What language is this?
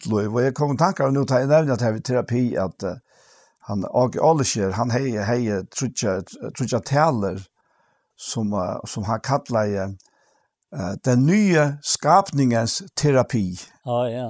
Faroese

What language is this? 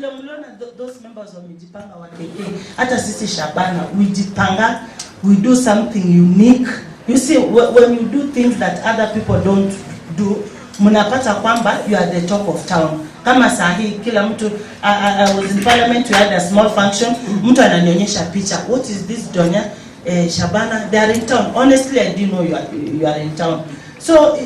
Gusii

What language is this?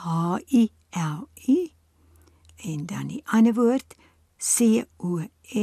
Afrikaans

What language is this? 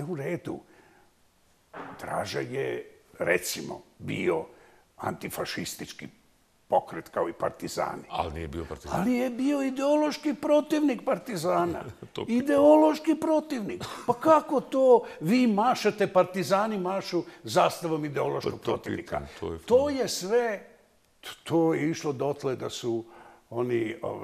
Bosnian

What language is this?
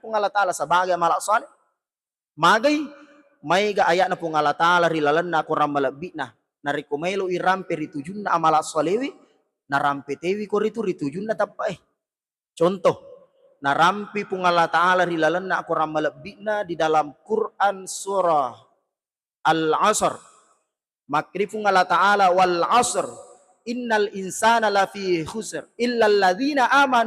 Buginese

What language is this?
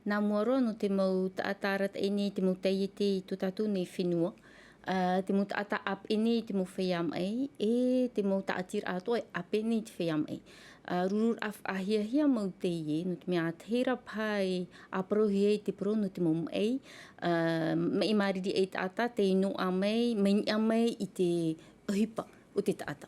Tahitian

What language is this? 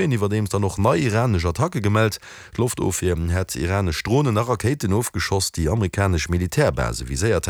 Luxembourgish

